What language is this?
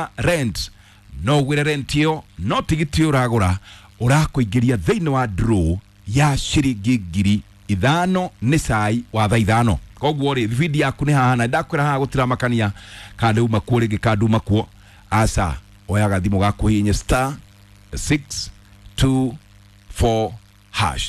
Kikuyu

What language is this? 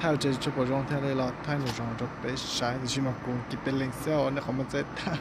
Hmong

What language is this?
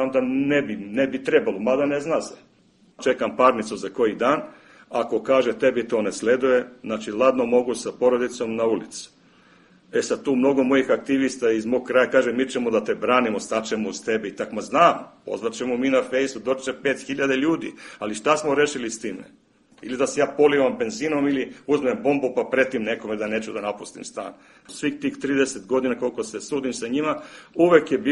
Serbian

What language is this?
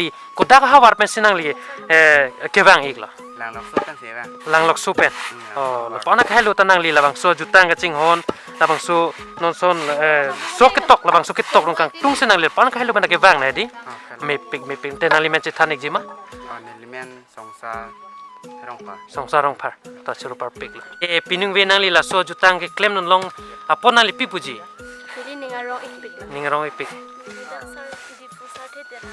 Karbi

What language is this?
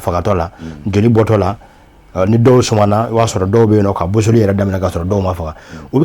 Bambara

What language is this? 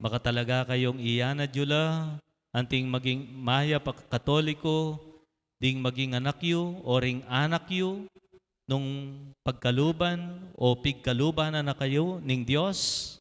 Pampanga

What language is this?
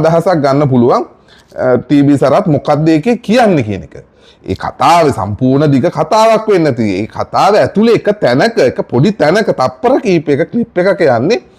Sinhala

